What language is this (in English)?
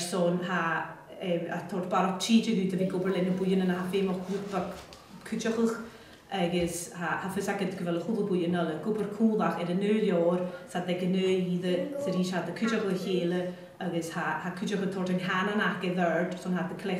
Scottish Gaelic